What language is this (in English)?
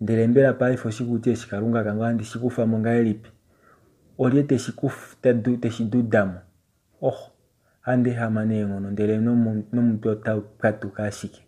Kuanyama